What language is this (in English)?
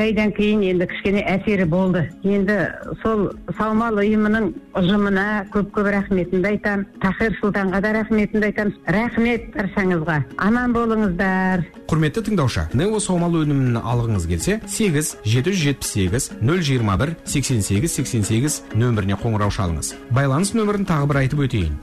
Kazakh